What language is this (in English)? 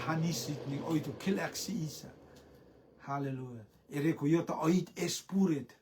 Rotuman